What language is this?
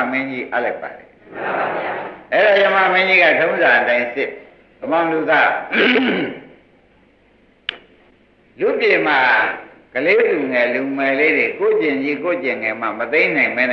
Burmese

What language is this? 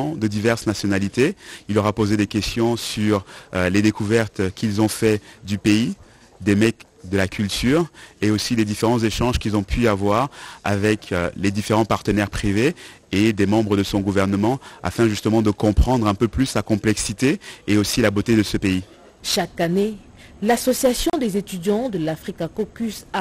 French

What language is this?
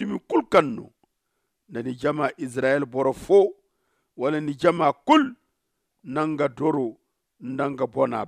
Zarma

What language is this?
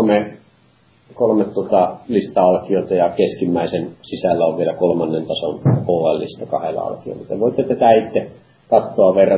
Finnish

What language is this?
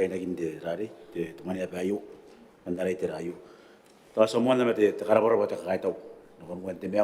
Gilbertese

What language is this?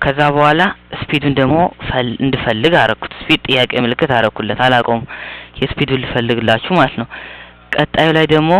Amharic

